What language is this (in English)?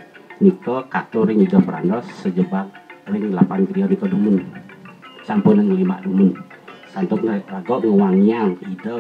Balinese